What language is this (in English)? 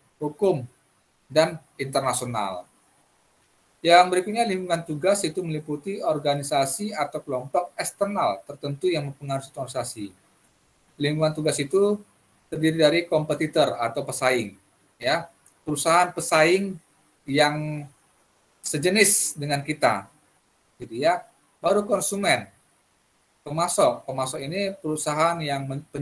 Indonesian